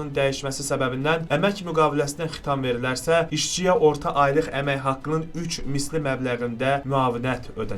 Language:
Azerbaijani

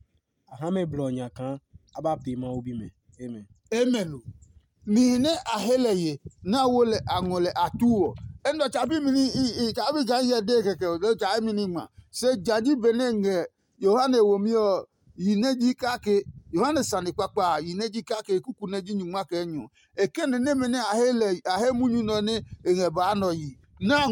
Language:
Adangme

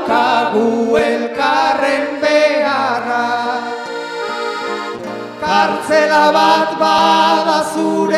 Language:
Basque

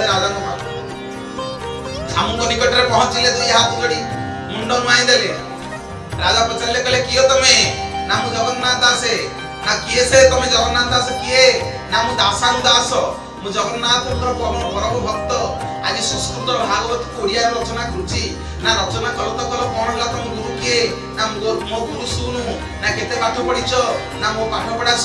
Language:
Odia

